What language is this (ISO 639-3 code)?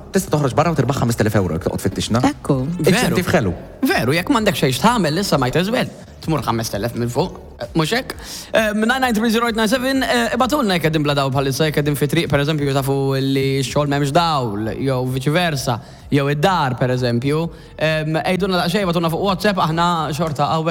mlt